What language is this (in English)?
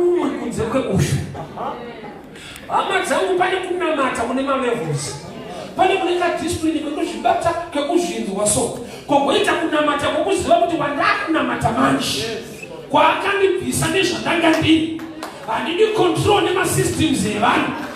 Shona